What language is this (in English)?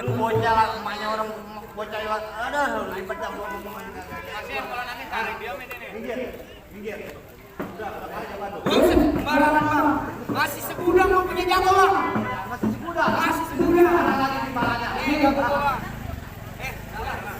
Betawi